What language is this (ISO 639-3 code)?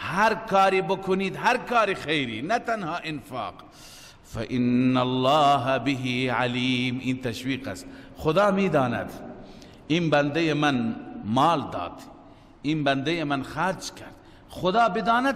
fas